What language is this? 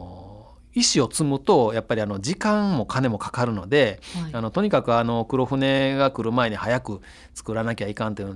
Japanese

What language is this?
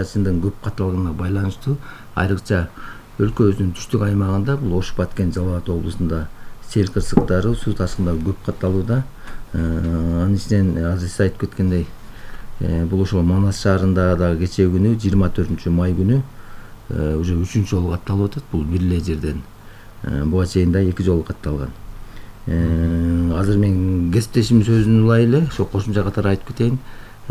Kyrgyz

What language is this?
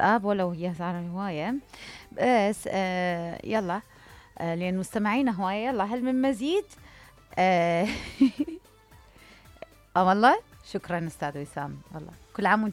Mesopotamian Arabic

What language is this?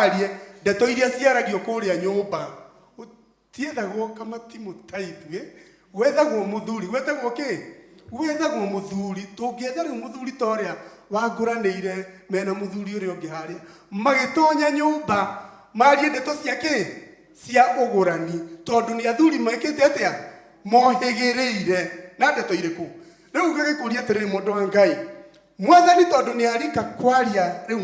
Kikuyu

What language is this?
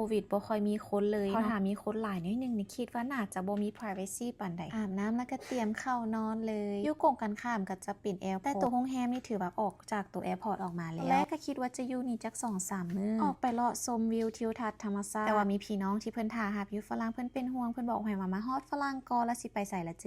Lao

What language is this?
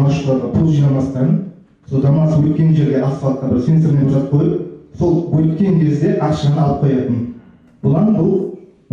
Kara-Kalpak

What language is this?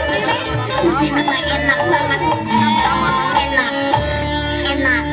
Betawi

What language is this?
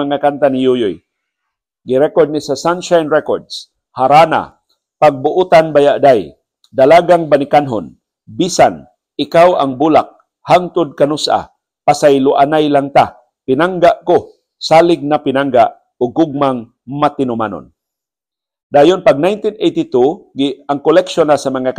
Cebuano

